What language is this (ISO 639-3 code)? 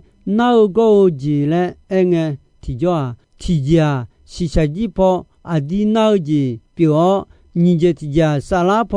ahk